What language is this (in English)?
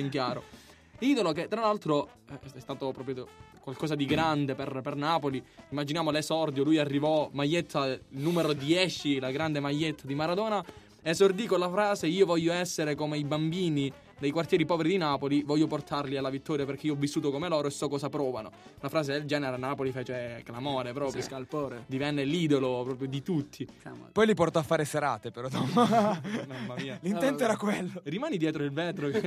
Italian